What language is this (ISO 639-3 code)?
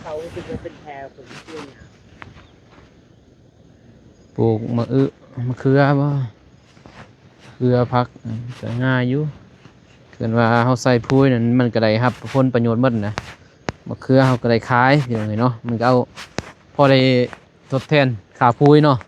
lao